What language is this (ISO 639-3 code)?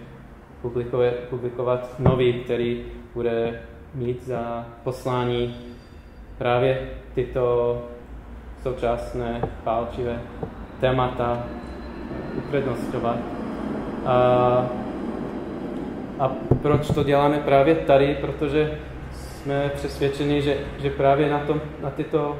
ces